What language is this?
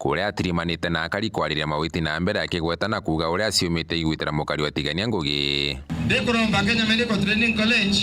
Meru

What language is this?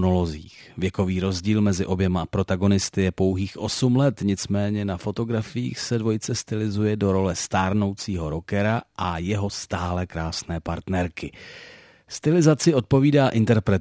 Czech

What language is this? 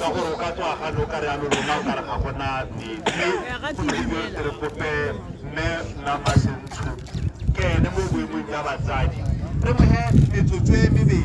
Tswana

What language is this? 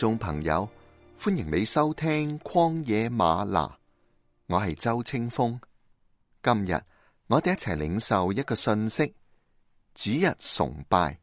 Cantonese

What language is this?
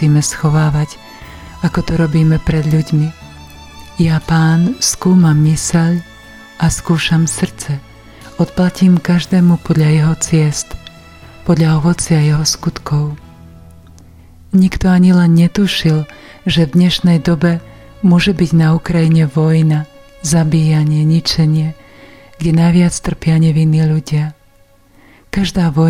Slovak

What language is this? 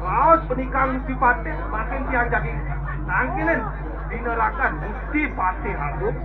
Balinese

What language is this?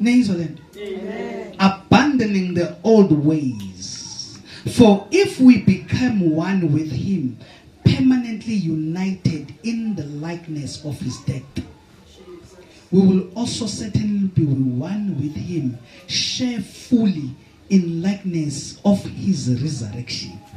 Zulu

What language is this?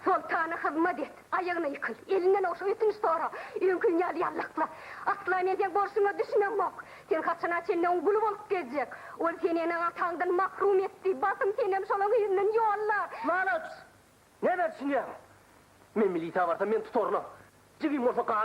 Turkmen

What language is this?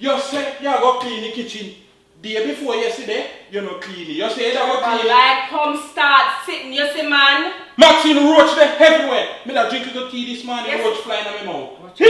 Jamaican Creole English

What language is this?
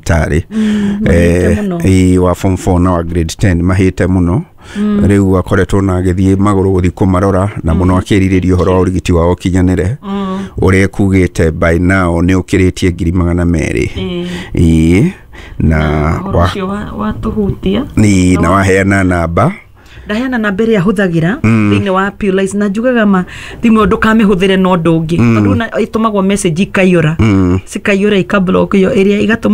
Kikuyu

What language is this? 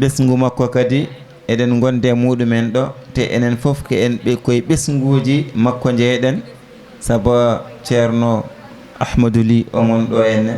Fula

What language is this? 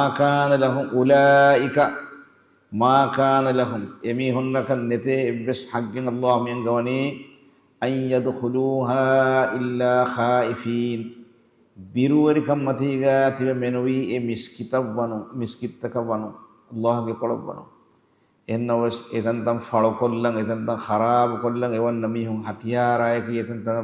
Divehi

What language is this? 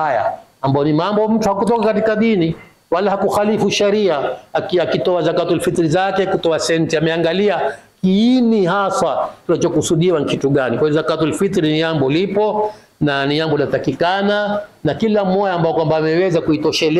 Swahili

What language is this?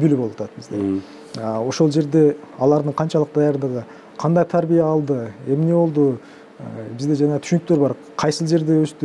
Kyrgyz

